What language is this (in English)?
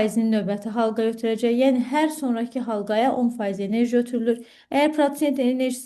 Azerbaijani